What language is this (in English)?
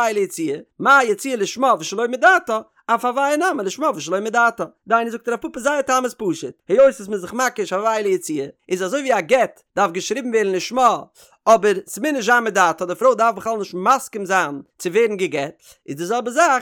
Yiddish